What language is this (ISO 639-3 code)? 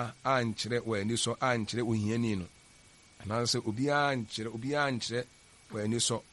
aka